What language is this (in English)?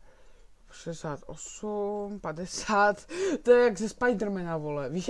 Czech